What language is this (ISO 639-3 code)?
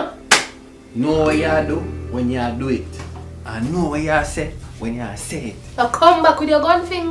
jam